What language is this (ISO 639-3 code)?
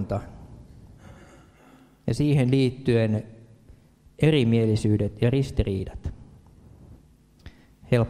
fin